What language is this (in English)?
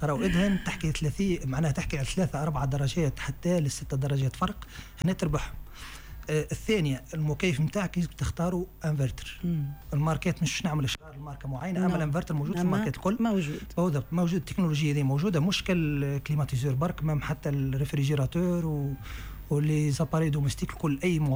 Tunisian Arabic